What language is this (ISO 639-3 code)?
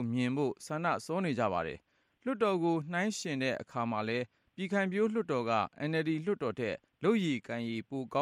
mya